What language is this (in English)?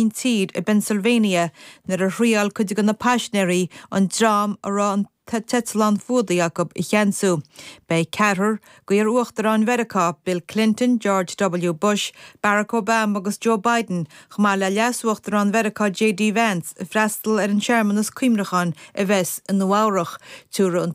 Irish